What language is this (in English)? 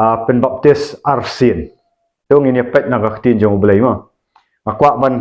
Khasi